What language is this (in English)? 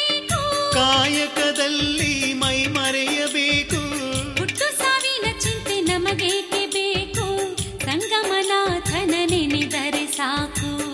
Kannada